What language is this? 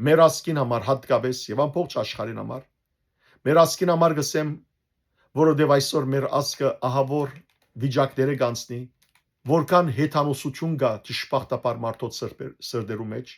Western Armenian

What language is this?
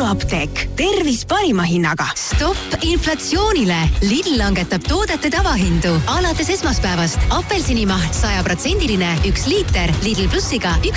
Estonian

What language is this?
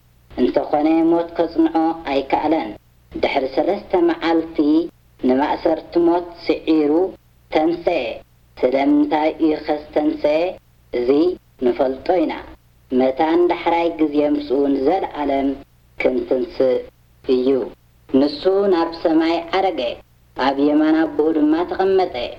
Tigrinya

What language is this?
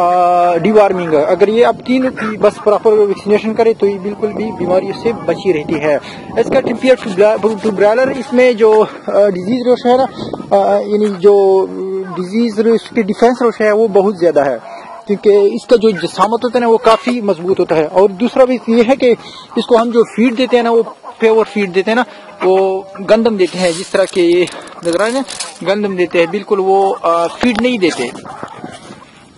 Urdu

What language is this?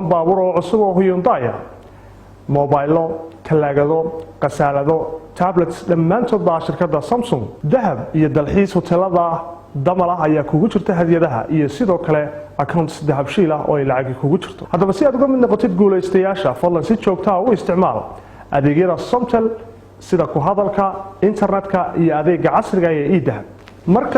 Somali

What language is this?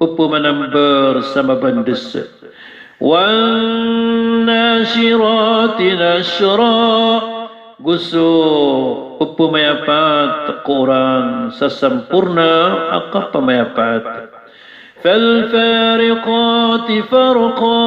Maranao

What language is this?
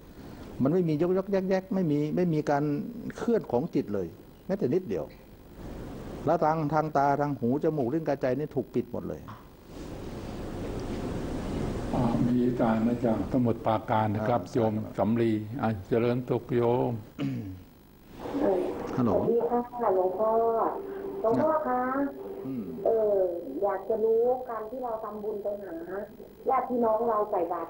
Thai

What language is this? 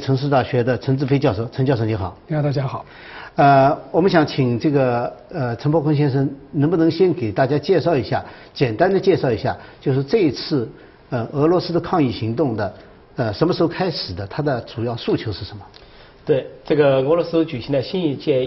Chinese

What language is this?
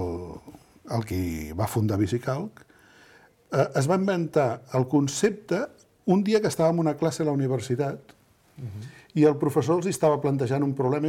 Catalan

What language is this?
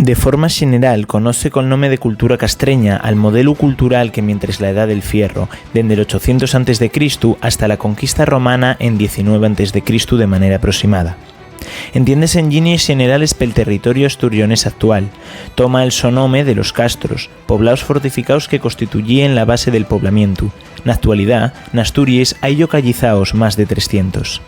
Asturian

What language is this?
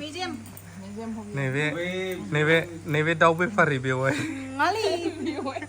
Bodo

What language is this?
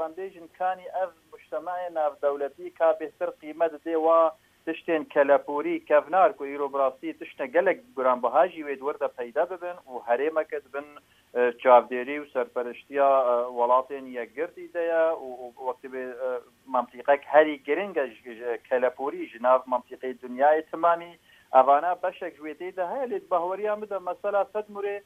Kurdish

